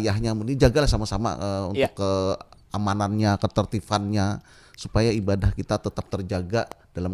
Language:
Banjar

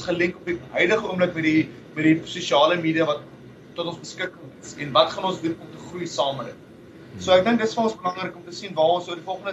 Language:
Afrikaans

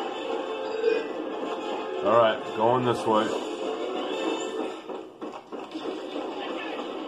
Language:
English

